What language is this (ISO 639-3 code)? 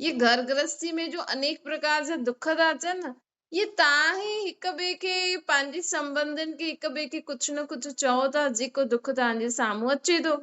snd